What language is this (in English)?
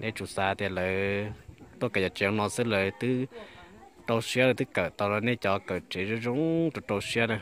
Hmong